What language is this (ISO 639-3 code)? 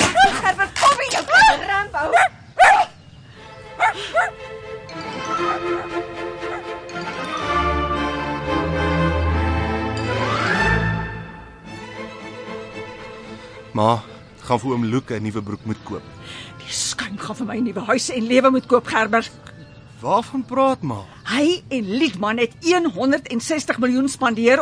afr